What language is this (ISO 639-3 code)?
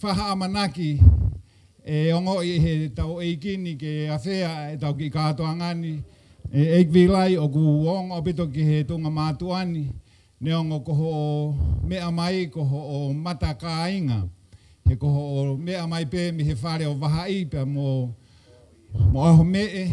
ton